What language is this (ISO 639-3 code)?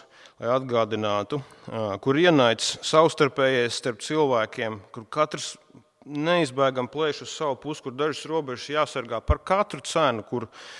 lav